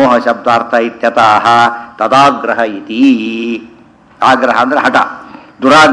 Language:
Kannada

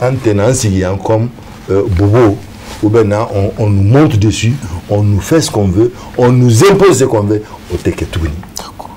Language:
Bambara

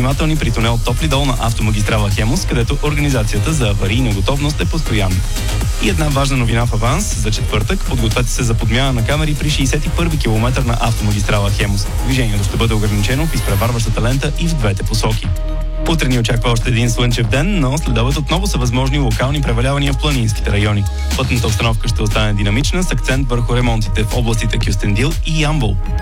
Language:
Bulgarian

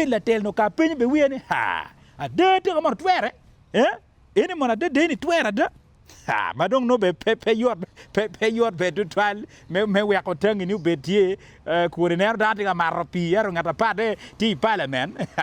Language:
Acoli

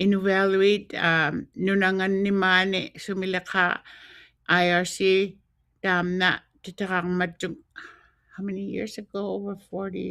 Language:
Western Canadian Inuktitut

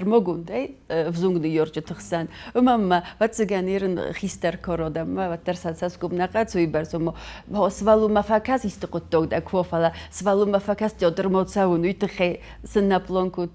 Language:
Ossetic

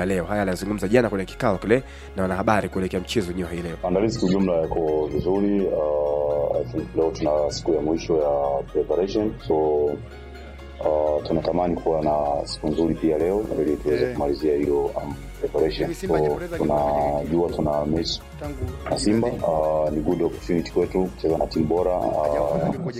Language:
Swahili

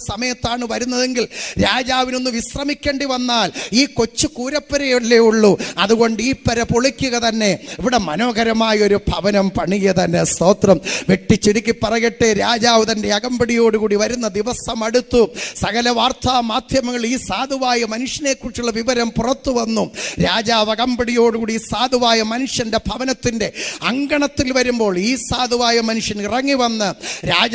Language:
Malayalam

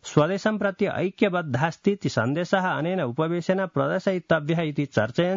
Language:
Sanskrit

